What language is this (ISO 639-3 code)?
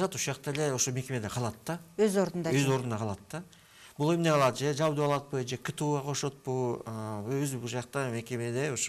kir